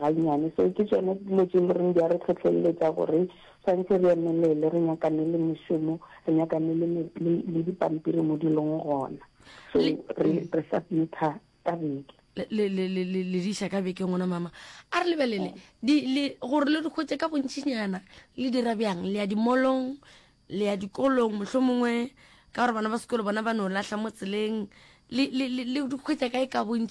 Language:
Northern Sotho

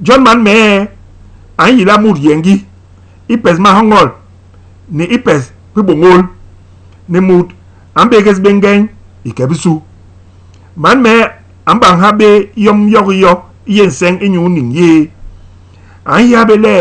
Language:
Basaa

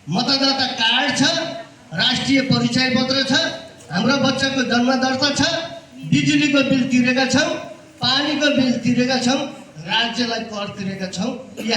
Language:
Nepali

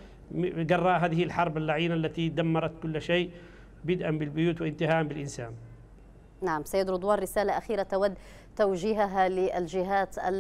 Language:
Arabic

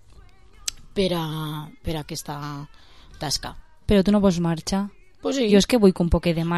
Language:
Catalan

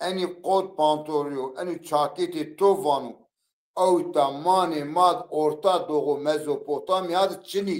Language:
Zaza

